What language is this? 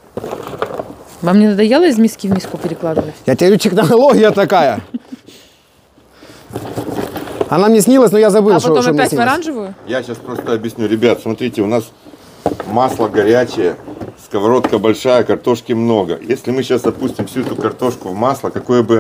Russian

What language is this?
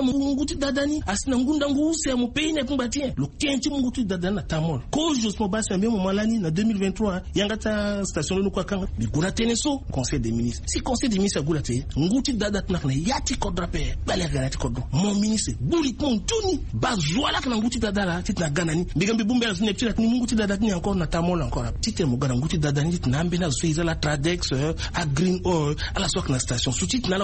Sango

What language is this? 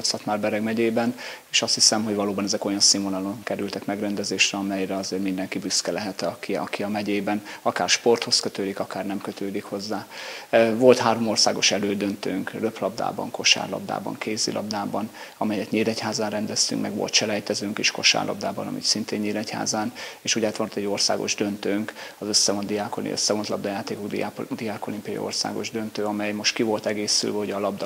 Hungarian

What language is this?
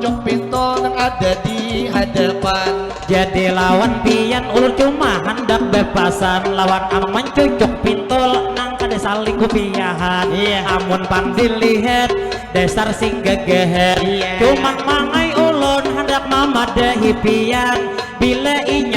Banjar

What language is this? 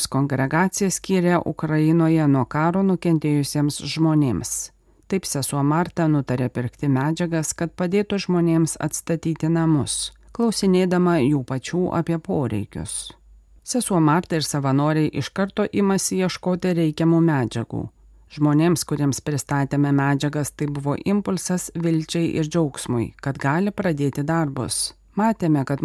Lithuanian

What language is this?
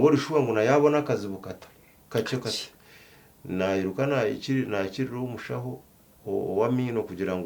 Nyankole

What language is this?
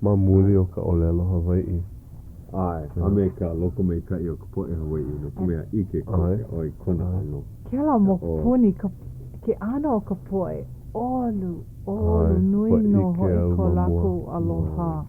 Hawaiian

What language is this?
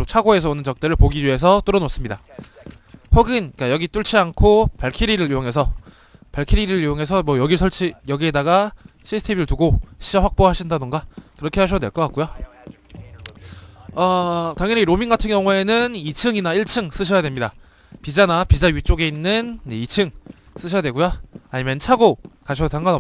Korean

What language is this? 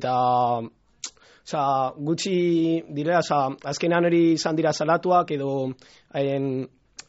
Basque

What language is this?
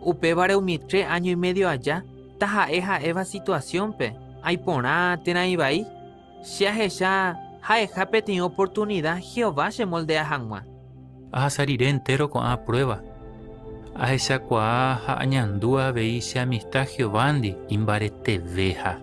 Guarani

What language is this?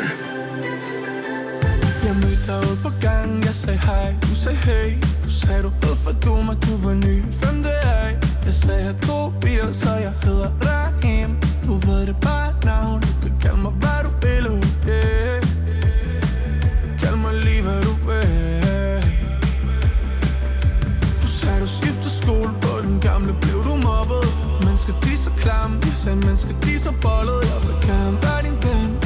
Danish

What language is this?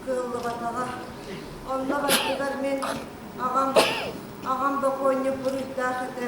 Yakut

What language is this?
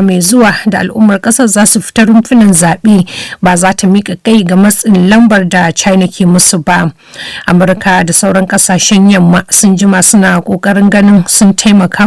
Hausa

